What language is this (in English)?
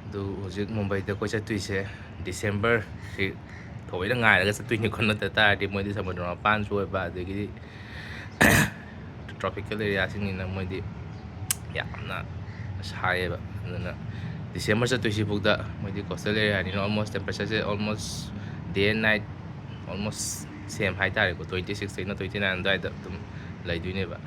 Manipuri